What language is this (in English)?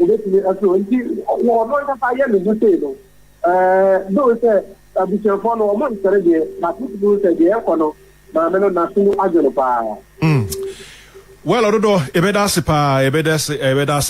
Akan